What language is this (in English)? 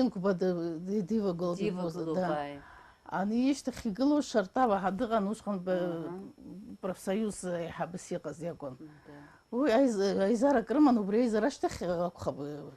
Abkhazian